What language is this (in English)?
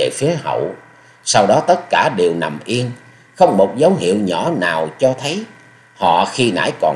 Vietnamese